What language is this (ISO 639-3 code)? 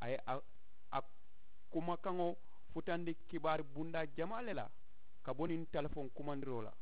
man